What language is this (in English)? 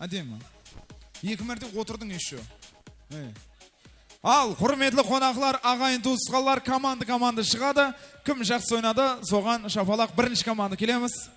Kara-Kalpak